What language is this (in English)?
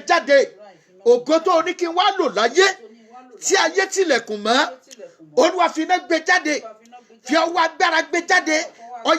Yoruba